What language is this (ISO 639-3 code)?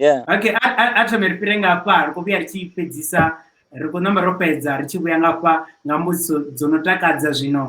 ven